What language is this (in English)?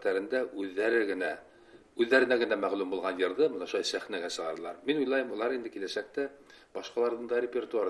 Bashkir